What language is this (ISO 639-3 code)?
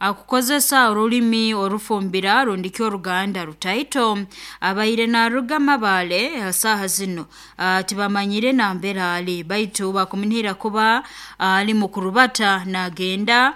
nyo